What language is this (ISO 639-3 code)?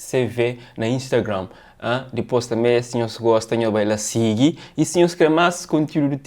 kea